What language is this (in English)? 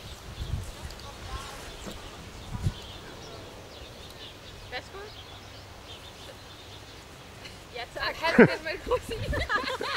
Danish